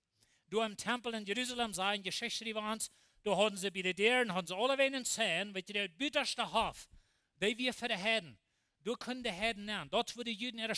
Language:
Plautdietsch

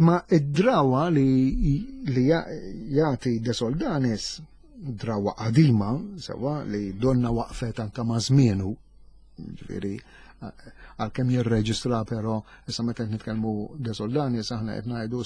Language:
Maltese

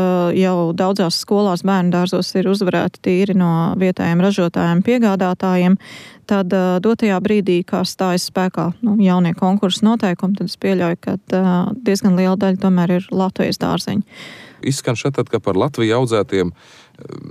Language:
Latvian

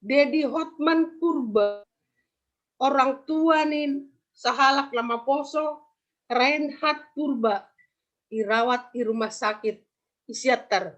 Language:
Batak Simalungun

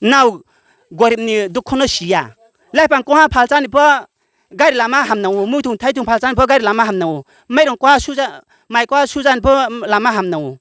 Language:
Riang (India)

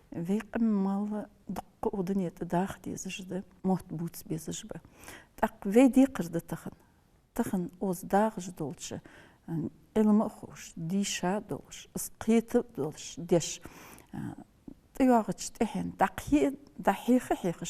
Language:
Ingush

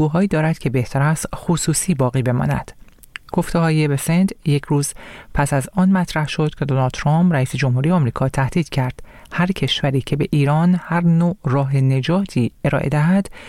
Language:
Persian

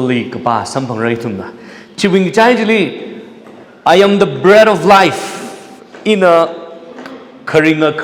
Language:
Tangkhul Naga (India)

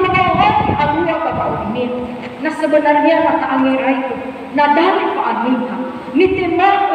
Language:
Nias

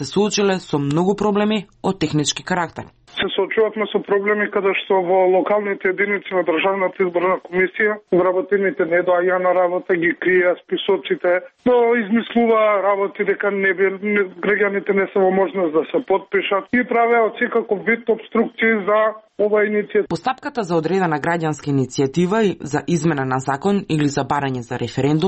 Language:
Macedonian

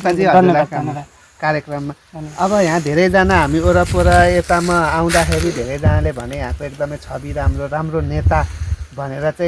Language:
Nepali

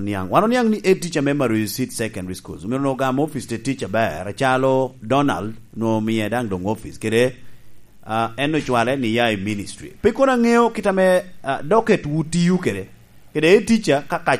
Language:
Lango (Uganda)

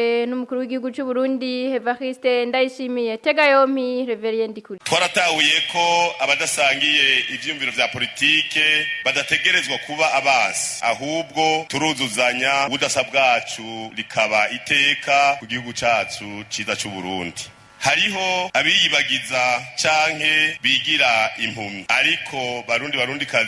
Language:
Rundi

